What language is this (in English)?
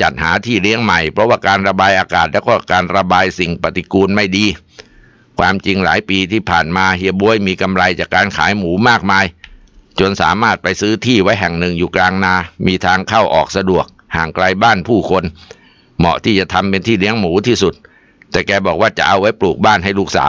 Thai